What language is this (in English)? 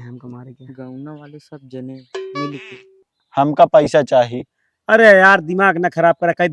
Awadhi